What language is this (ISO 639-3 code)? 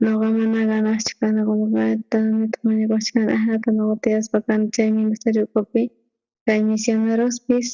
quh